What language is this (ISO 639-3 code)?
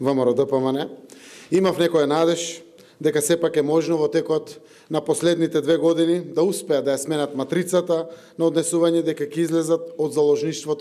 mkd